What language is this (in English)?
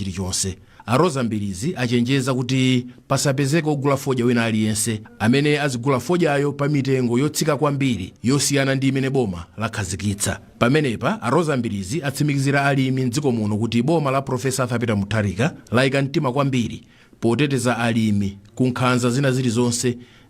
Nyanja